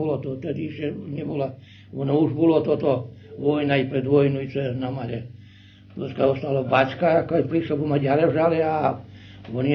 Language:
Rusyn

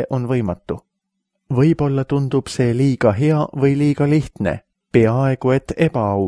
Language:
Estonian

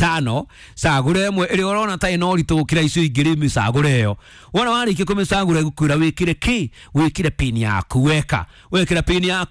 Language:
Kikuyu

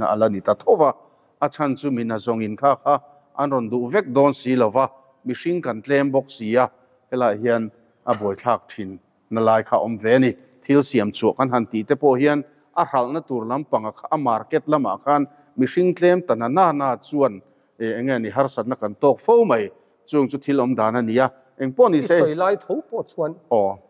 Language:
Mizo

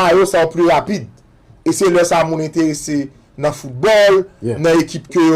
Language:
Haitian Creole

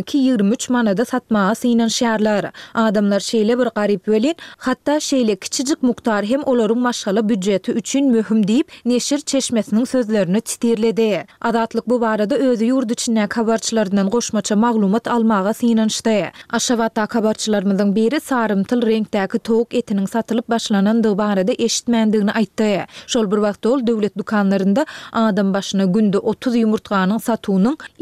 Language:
Turkmen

